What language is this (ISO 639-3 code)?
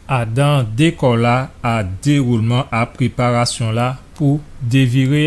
gcf